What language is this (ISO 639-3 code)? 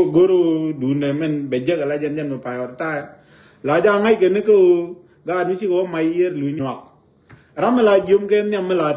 nus